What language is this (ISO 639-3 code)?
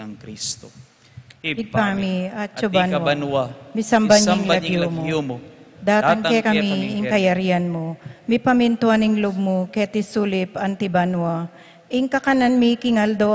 pam